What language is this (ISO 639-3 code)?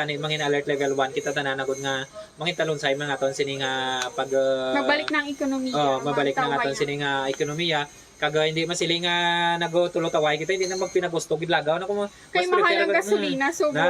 hil